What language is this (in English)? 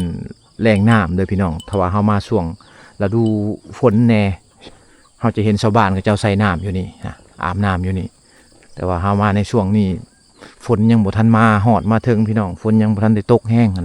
Lao